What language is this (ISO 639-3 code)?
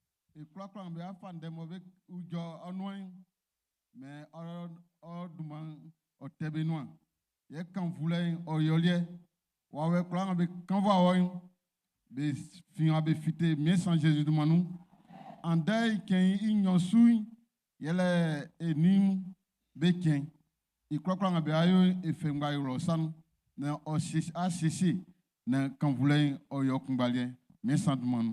bci